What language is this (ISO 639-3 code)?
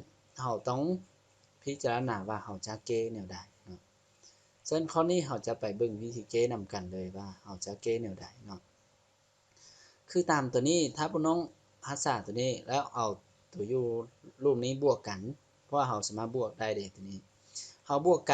lao